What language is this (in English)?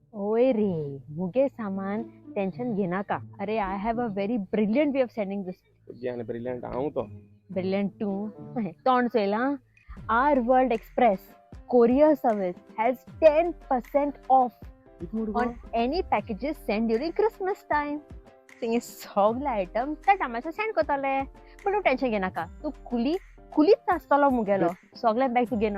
Konkani